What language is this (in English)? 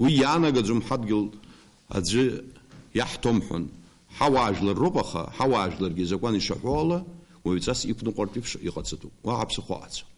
Abkhazian